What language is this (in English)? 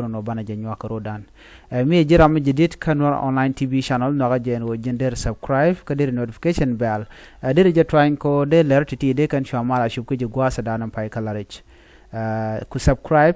Nuer